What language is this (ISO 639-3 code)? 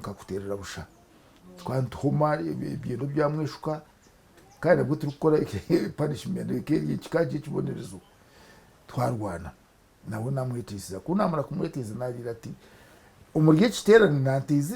nyn